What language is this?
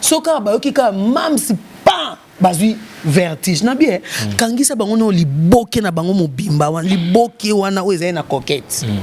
Lingala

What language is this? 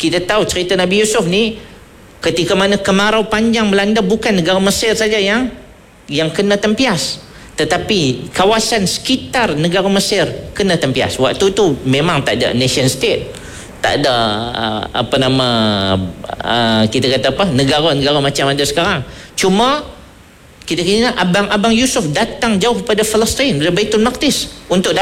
Malay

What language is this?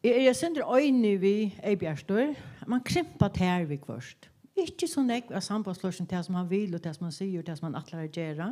Faroese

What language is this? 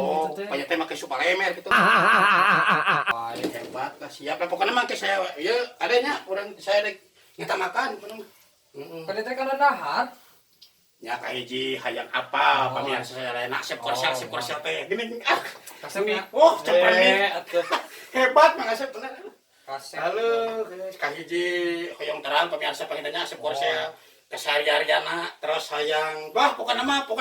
Sundanese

